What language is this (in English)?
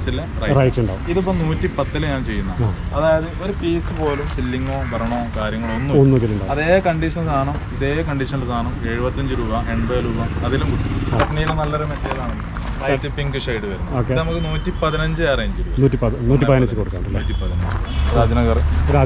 Malayalam